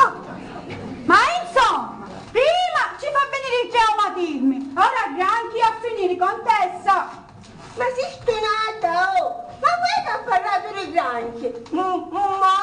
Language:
Sicilian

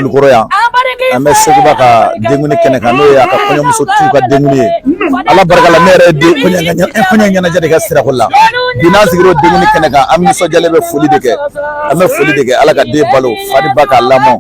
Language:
Bambara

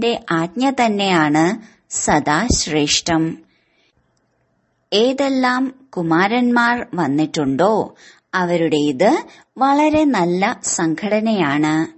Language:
Malayalam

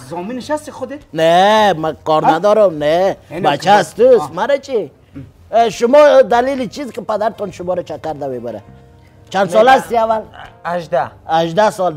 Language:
Persian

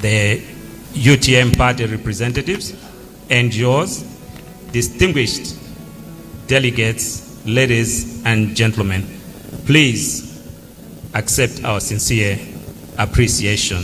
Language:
Nyanja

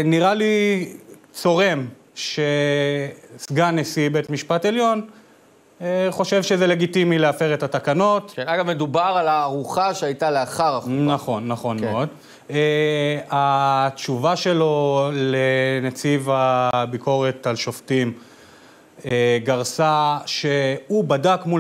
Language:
Hebrew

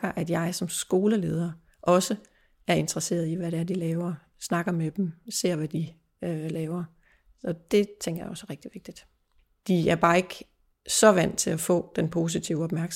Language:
Danish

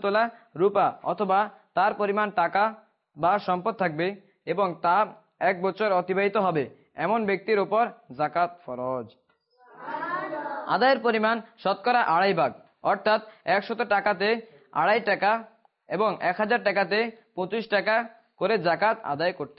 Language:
Bangla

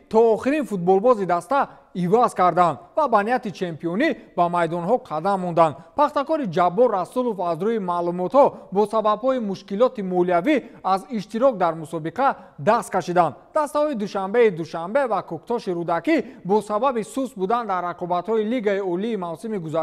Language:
Tajik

